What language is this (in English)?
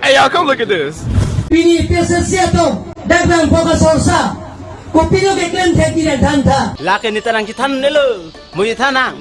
Karbi